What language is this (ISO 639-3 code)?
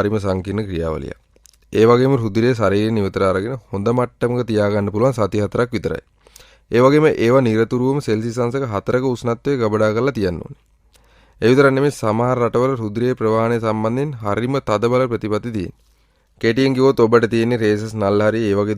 sin